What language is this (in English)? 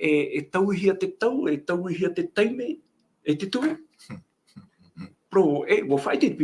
Tahitian